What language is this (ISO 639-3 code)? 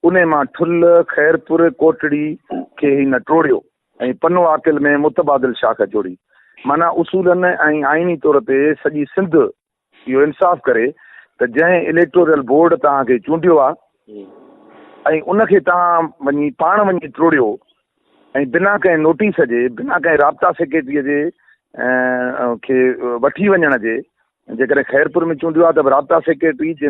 snd